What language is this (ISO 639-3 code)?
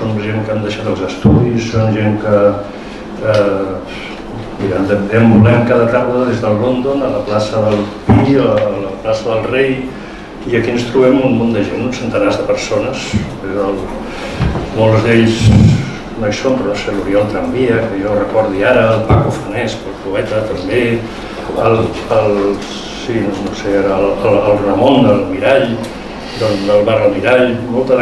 cat